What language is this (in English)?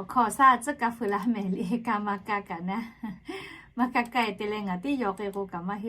Lahu